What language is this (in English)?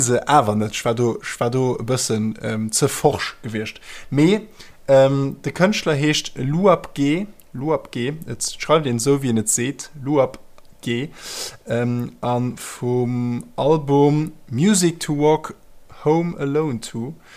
Luxembourgish